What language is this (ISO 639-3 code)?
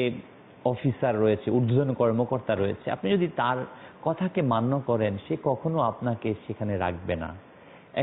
ben